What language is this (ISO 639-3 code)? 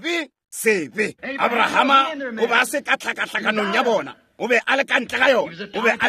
nso